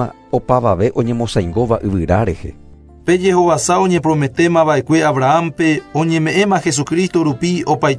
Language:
Guarani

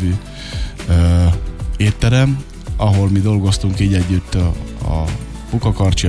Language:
Hungarian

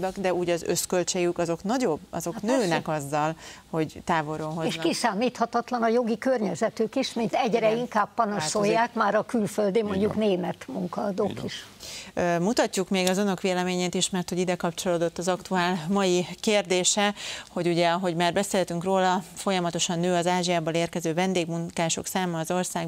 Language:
Hungarian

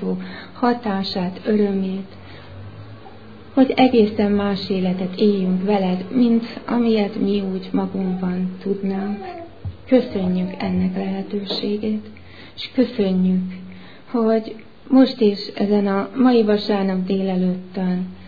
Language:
Hungarian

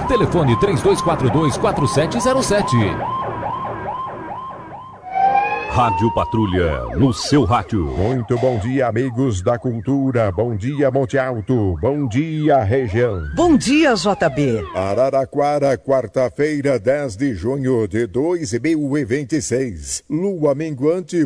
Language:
Portuguese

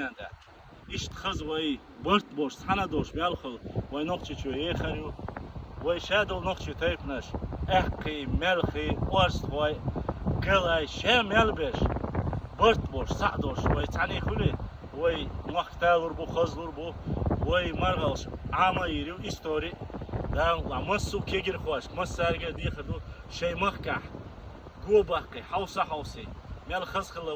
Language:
Chechen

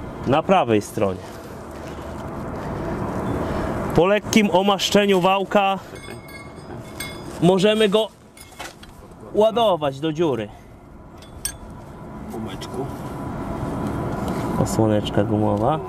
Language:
Polish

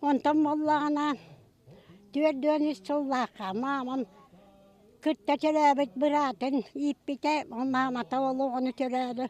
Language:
Yakut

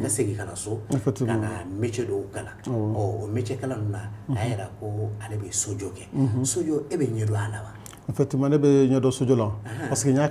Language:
Bambara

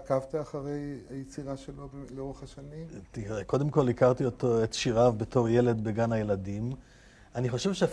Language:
Hebrew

